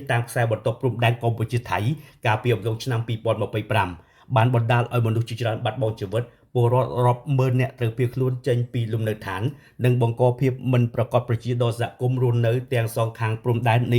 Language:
Khmer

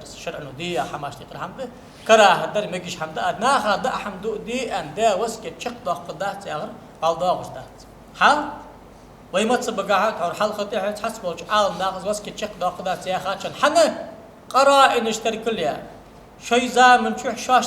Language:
Ingush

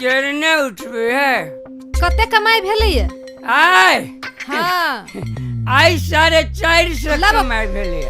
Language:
Maithili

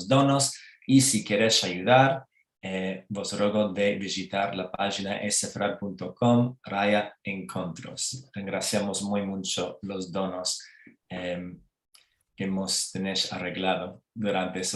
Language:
Ladino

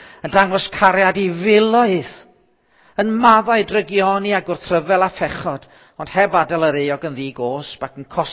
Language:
Welsh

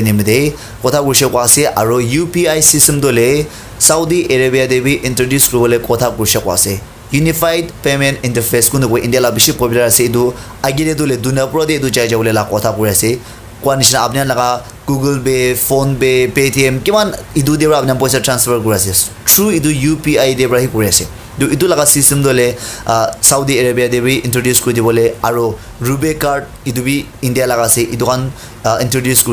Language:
Naga Pidgin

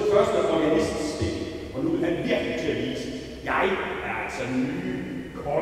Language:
Danish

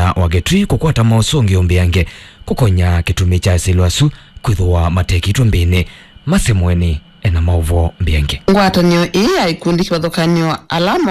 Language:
Kamba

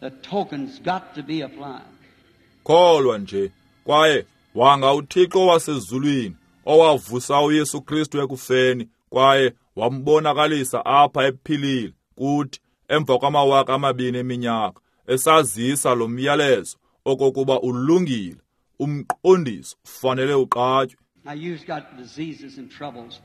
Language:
Xhosa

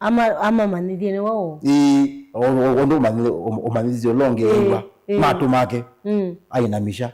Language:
Kamba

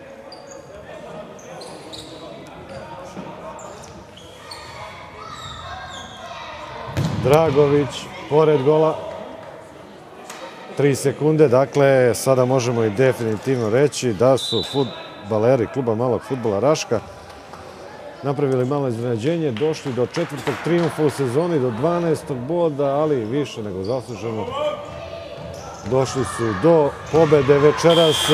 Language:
Serbian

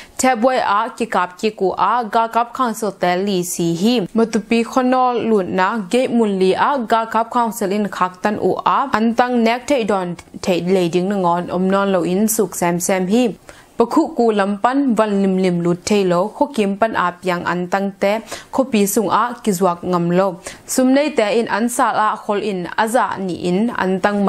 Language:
Tedim Chin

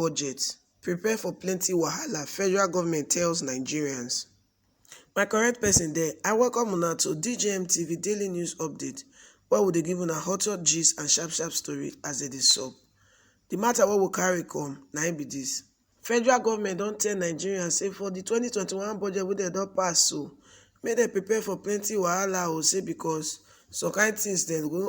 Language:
Nigerian Pidgin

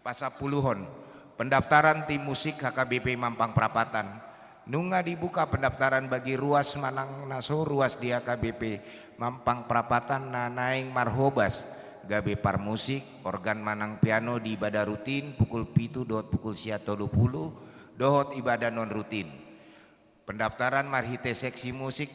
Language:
Batak Toba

